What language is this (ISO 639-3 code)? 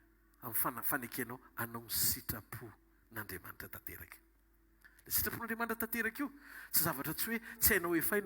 mlg